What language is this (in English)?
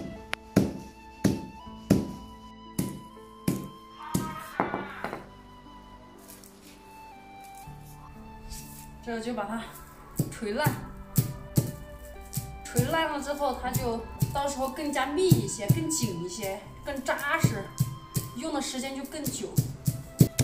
Chinese